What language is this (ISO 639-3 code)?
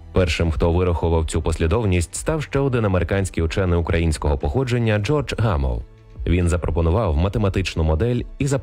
ukr